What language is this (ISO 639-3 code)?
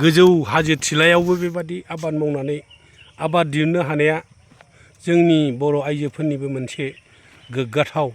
brx